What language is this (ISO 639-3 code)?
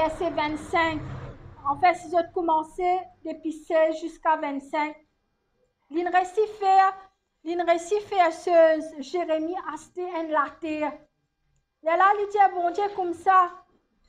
mfe